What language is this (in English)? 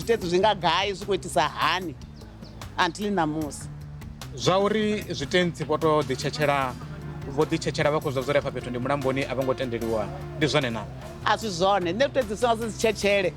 Venda